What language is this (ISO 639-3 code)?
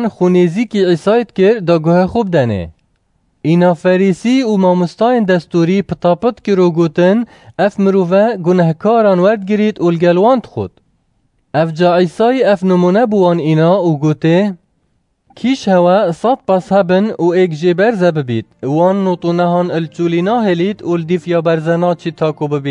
kur